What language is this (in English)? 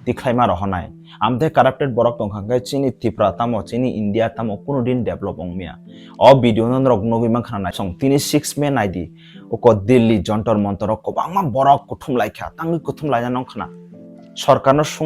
Kok Borok